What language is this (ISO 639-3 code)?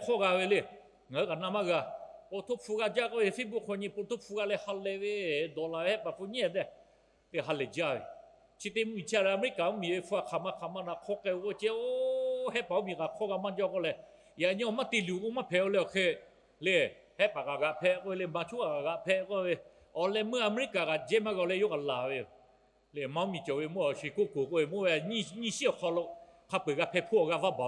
lhu